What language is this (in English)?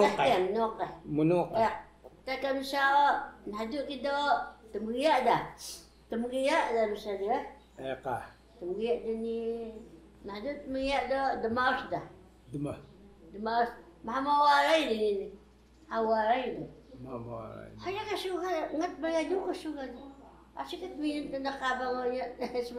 Taroko